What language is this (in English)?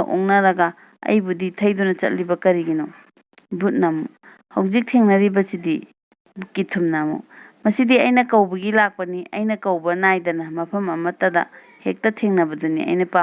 Manipuri